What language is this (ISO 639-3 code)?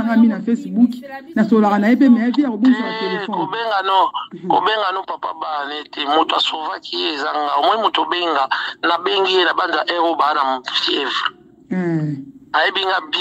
lin